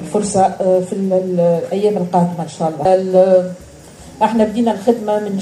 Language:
Tunisian Arabic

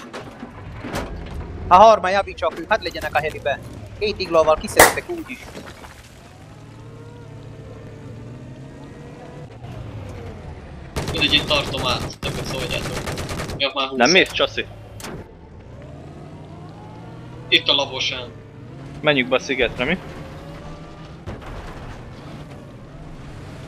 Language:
Hungarian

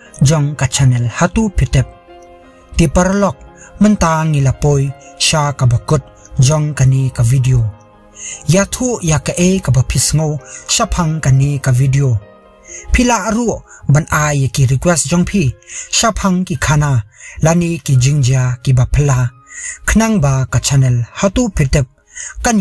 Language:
Khasi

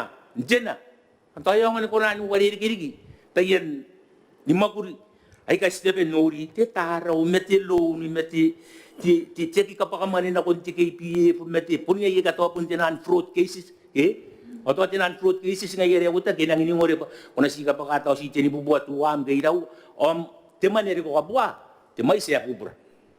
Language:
Gilbertese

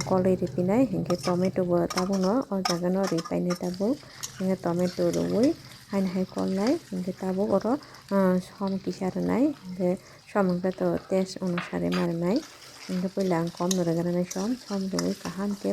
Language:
Kok Borok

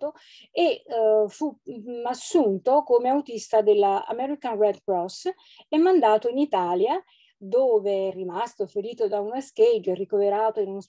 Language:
Italian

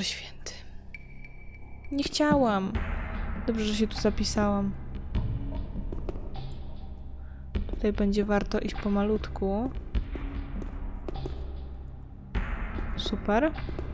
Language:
Polish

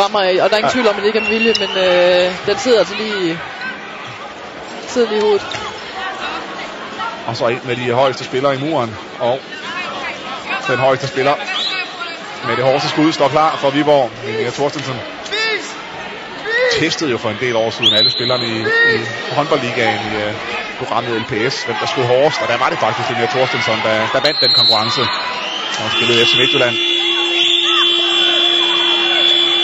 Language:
Danish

